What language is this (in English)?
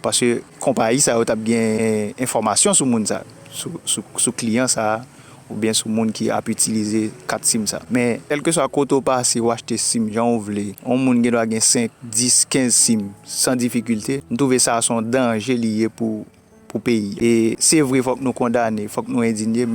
Haitian Creole